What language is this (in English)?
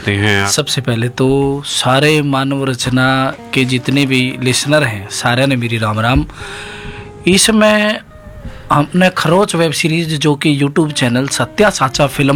Hindi